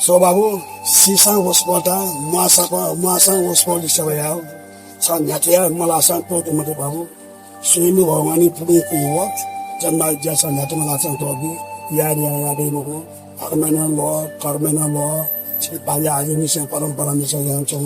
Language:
Newari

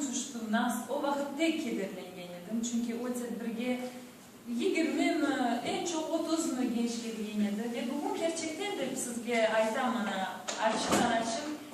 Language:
Crimean Tatar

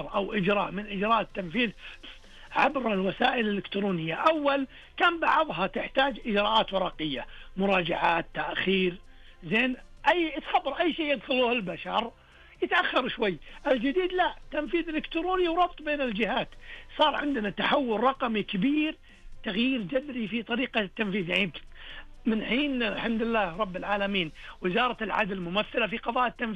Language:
Najdi Arabic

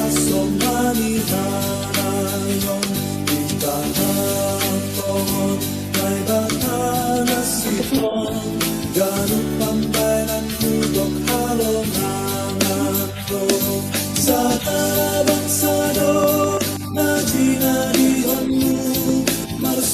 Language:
Batak Simalungun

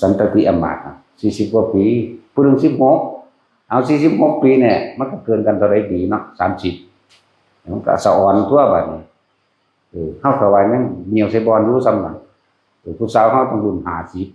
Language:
Northeastern Thai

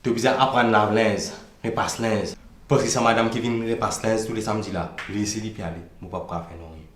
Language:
Morisyen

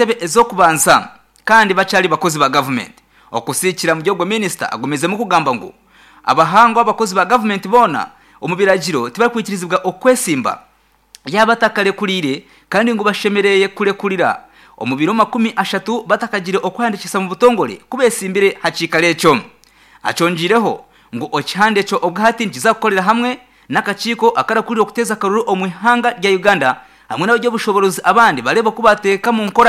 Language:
Nyankole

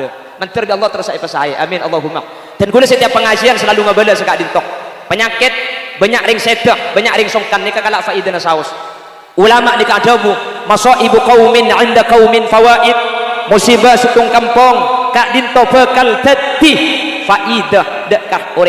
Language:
Madurese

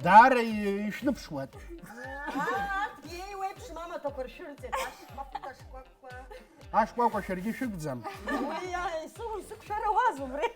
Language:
Abkhazian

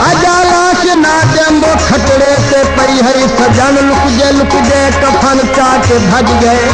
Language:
Saraiki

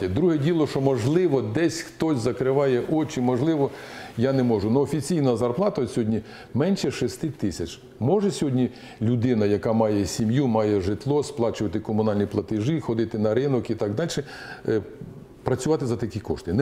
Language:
Ukrainian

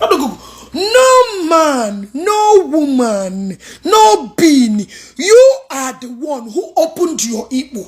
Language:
Igbo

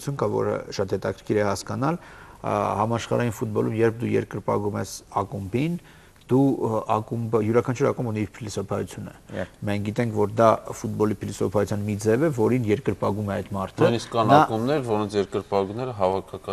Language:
Armenian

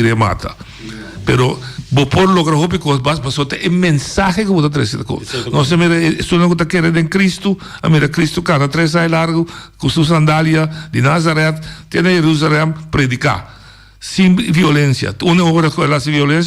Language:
Papiamento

